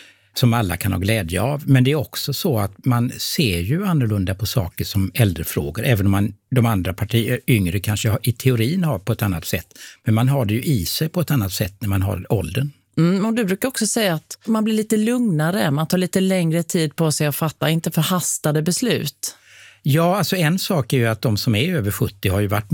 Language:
Swedish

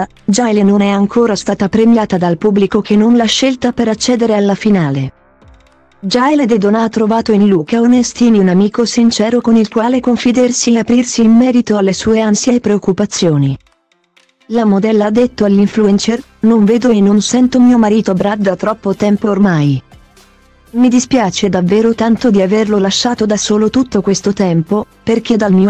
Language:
Italian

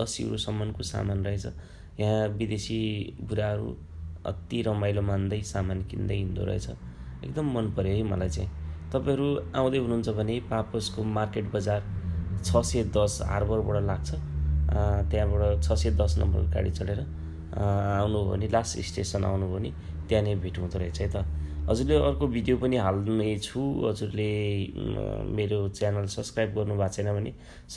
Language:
Nepali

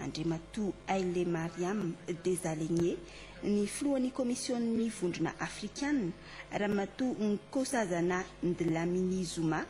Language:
Malagasy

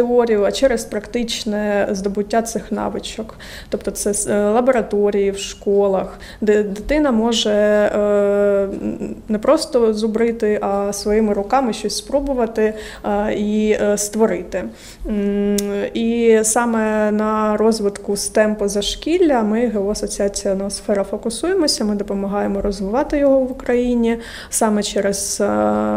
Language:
Ukrainian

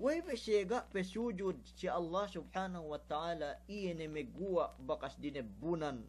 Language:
Yakan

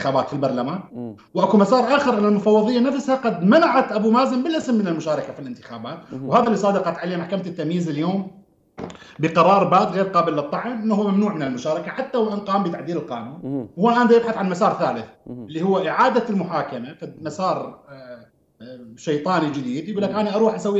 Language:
Mesopotamian Arabic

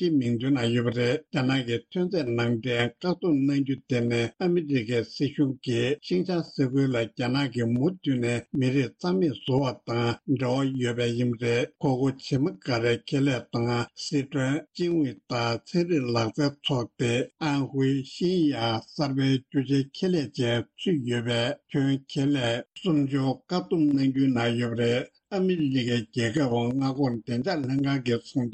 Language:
Tibetan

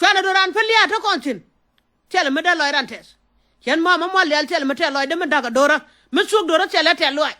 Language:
Nuer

